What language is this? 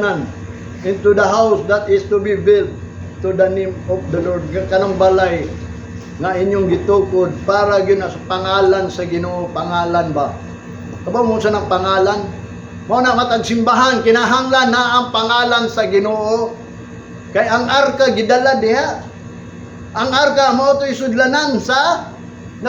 Cebuano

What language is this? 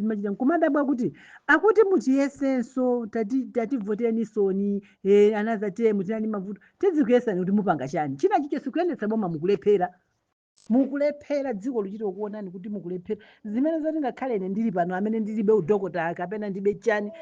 Nyanja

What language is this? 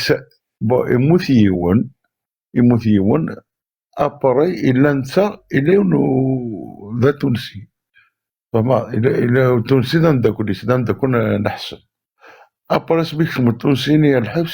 Kabyle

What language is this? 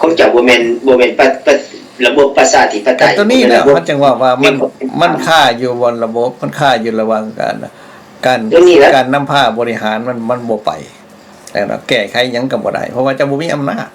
Lao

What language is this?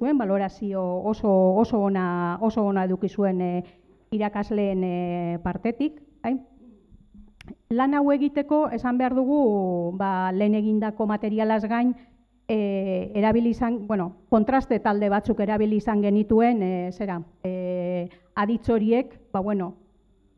Basque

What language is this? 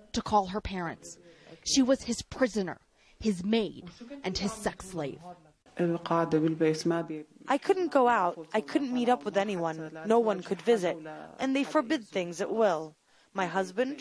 Nigerian Pidgin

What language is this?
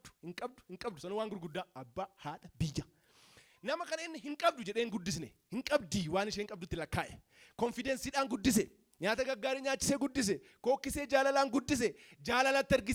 Oromo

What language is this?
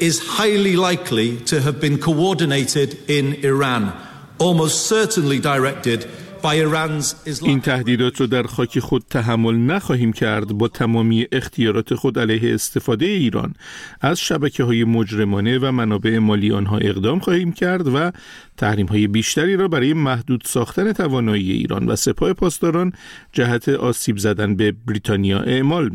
Persian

